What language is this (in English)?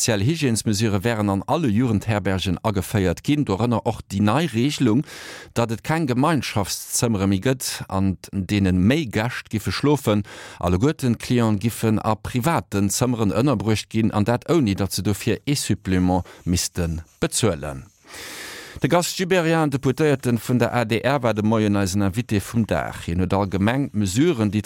Luxembourgish